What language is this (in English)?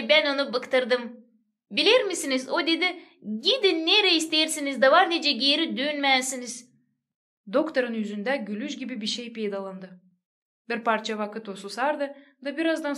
Gagauz